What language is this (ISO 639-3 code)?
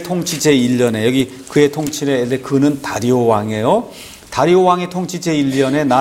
kor